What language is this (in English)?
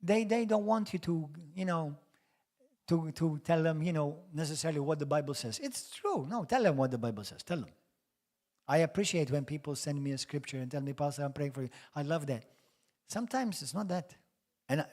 English